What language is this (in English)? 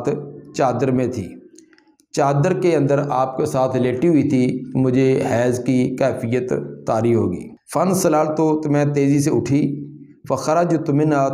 Urdu